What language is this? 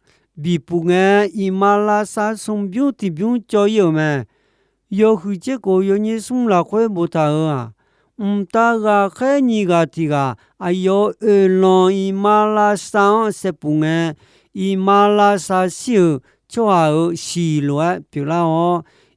Akha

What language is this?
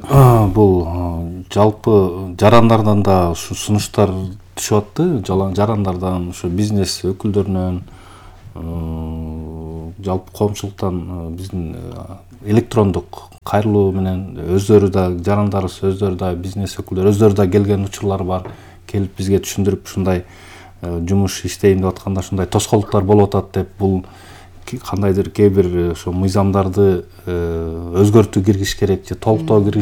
Kyrgyz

